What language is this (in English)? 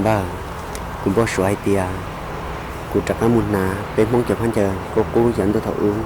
Hmong